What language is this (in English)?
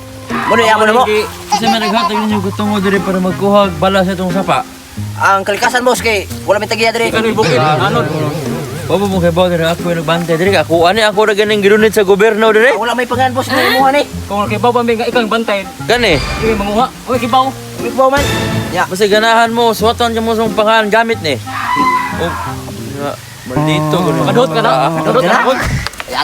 Cebuano